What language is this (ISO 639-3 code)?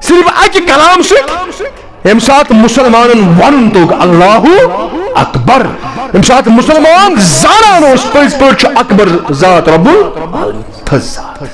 kas